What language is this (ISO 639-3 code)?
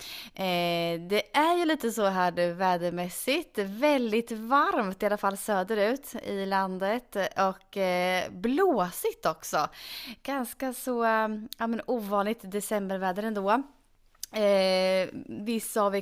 swe